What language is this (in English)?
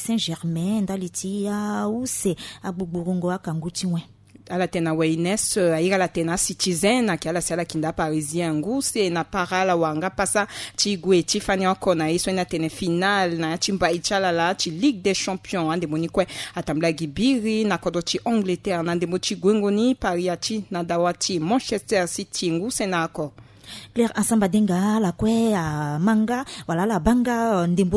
Sango